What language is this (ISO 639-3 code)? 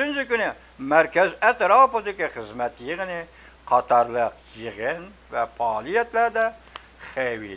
uig